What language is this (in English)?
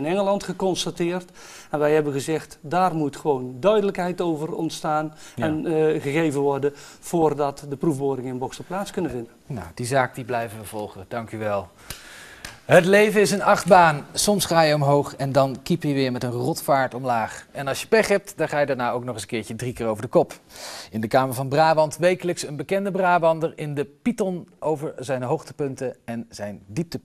Dutch